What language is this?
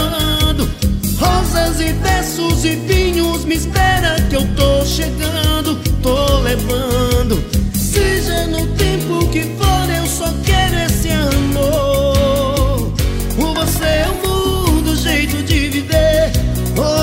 Portuguese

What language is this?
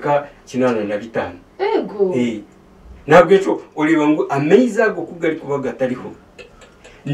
Nyankole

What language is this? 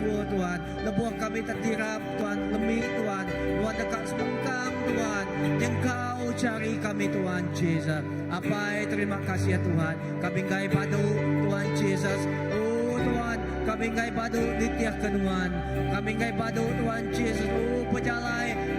Iban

